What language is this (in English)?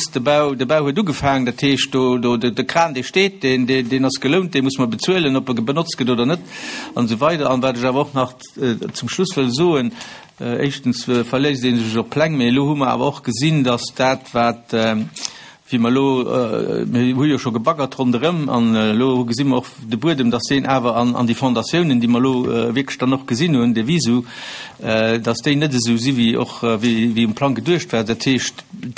Luxembourgish